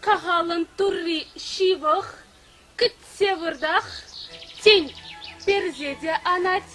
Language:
Chuvash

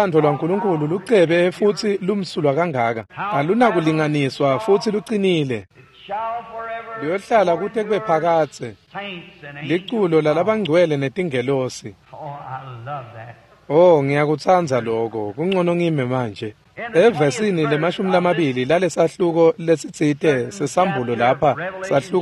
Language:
Swati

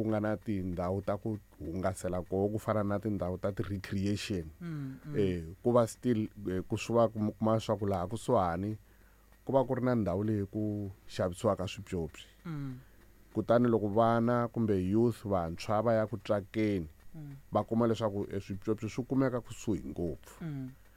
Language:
Tsonga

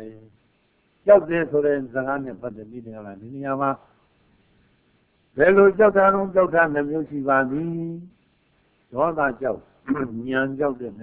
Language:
Burmese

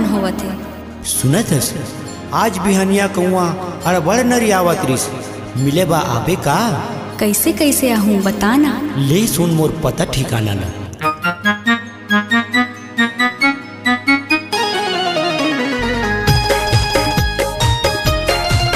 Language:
Chhattisgarhi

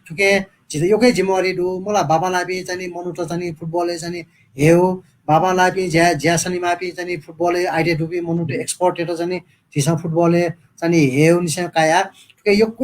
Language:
Newari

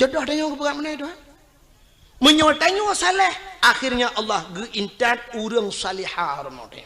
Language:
Achinese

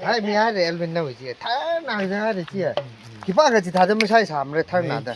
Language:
Tangkhul Naga (India)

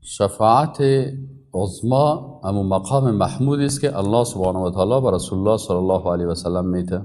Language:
Persian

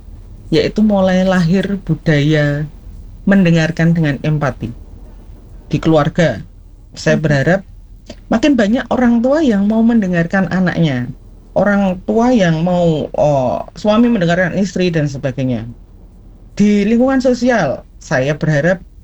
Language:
Indonesian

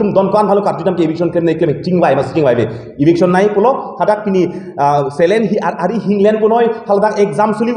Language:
Karbi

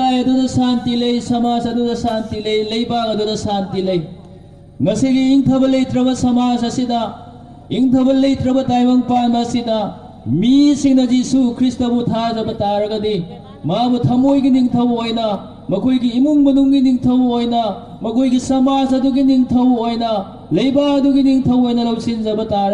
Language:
Manipuri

